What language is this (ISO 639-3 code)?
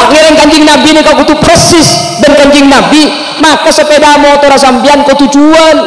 mad